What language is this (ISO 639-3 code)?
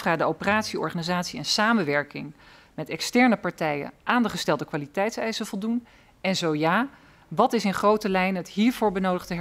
nld